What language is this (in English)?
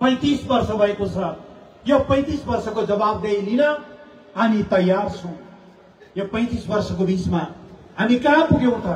Nepali